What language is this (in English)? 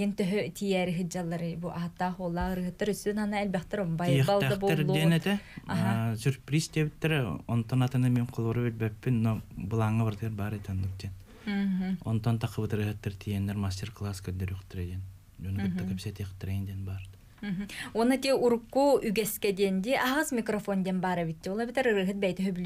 Yakut